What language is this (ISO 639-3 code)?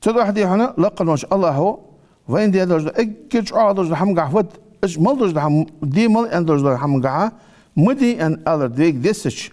inh